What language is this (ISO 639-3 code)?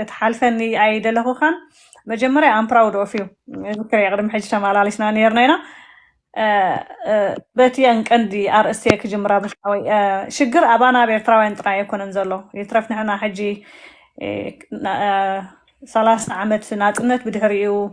tir